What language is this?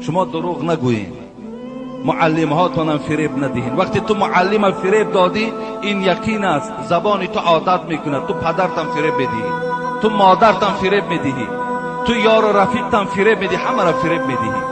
Tajik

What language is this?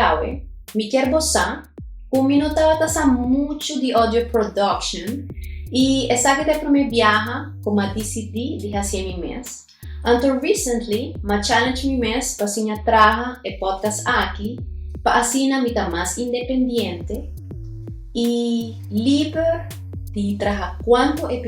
Papiamento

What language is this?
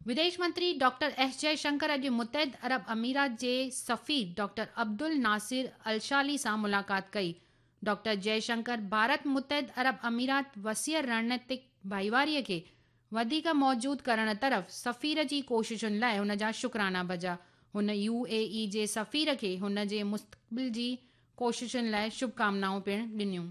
Sindhi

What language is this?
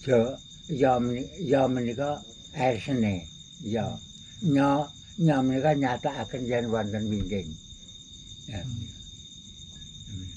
Javanese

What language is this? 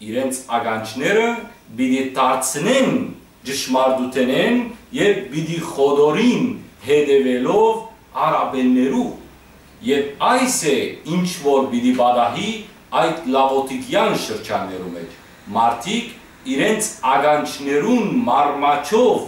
Western Armenian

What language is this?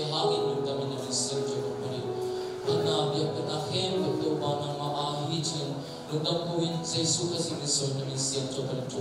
Tedim Chin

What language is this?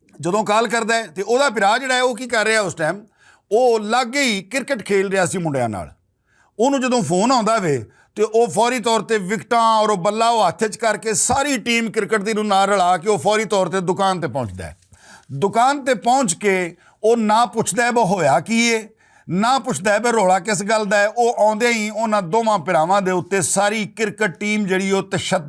Western Panjabi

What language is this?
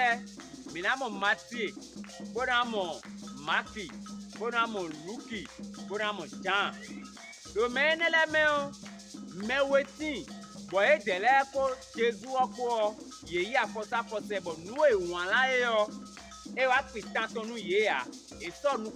Fon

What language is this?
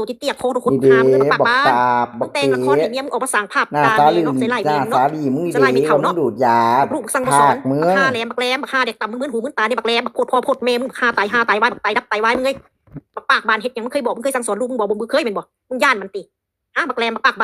Northeastern Thai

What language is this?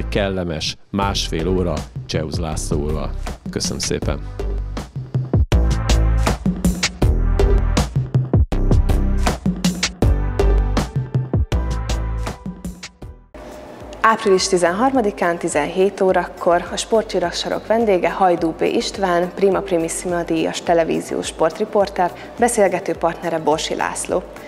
Hungarian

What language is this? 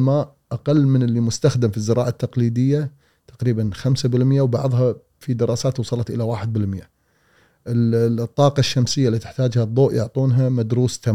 Gulf Arabic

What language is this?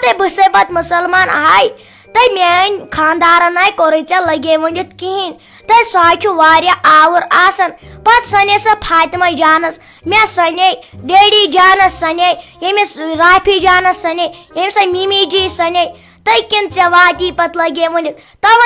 Kashmiri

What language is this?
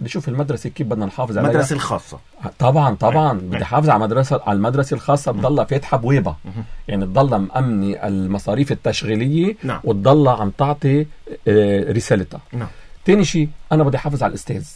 North Levantine Arabic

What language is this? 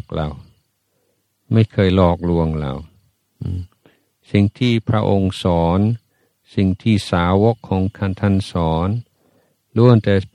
Thai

